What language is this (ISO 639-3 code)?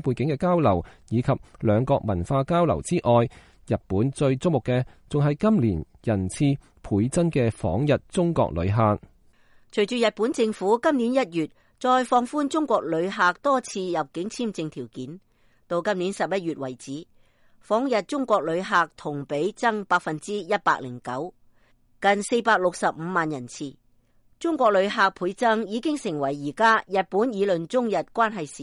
yue